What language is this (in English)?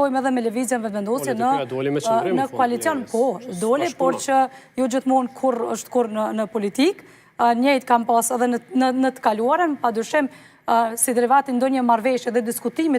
Albanian